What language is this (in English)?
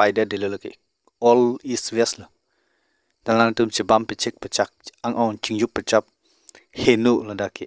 Karbi